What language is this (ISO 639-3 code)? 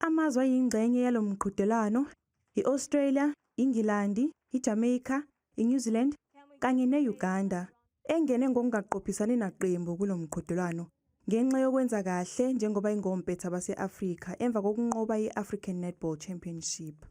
zul